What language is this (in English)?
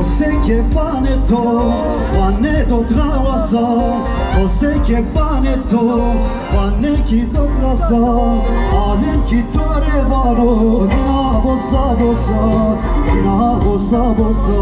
Zaza